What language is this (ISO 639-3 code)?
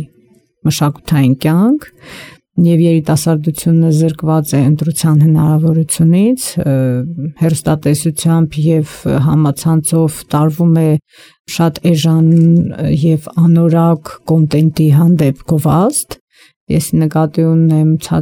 hye